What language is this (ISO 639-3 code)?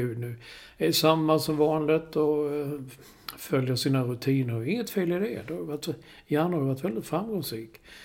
swe